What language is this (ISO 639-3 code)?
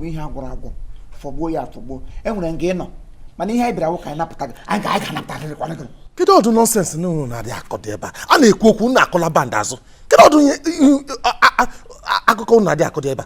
ibo